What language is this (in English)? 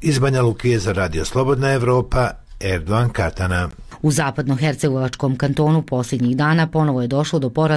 Bosnian